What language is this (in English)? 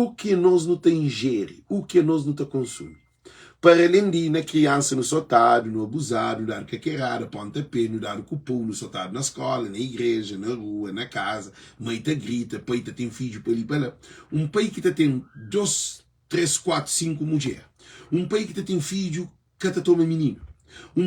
Kabuverdianu